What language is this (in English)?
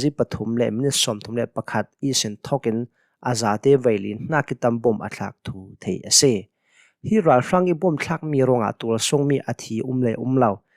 Hakha Chin